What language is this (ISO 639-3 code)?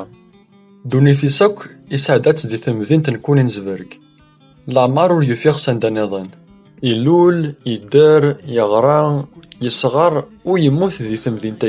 kab